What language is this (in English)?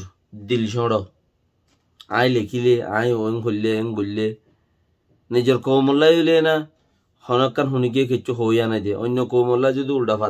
Rohingya